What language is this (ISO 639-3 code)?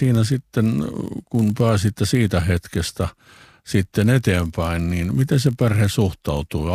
fin